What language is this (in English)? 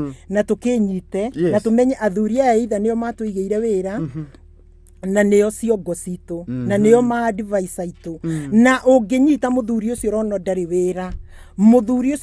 Kikuyu